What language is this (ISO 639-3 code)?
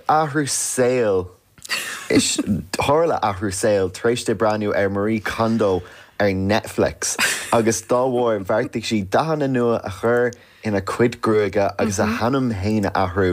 gle